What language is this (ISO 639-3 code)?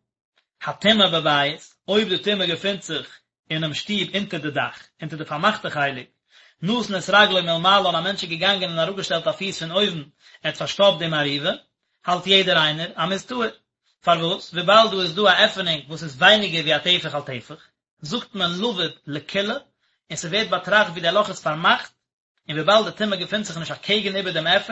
yid